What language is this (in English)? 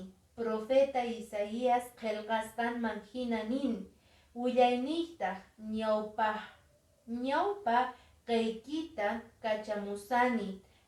Quechua